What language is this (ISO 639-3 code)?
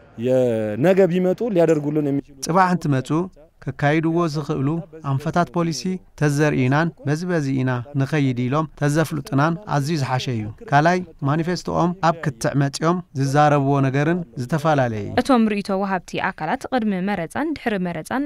tir